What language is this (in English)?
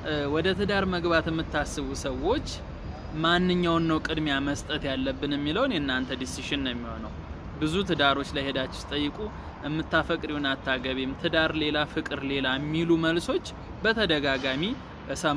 Amharic